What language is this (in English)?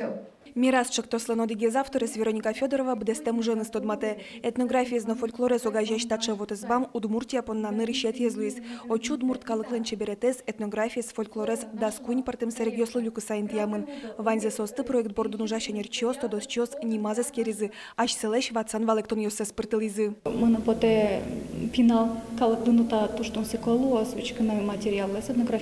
Udmurt